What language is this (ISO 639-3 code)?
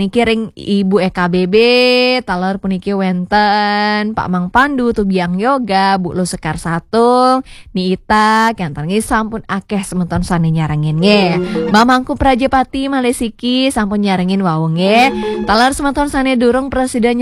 ban